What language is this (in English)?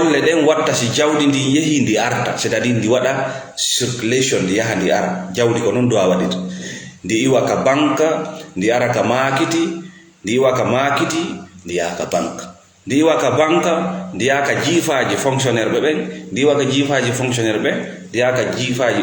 Fula